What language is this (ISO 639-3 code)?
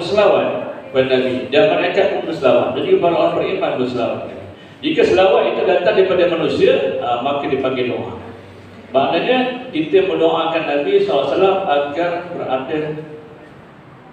msa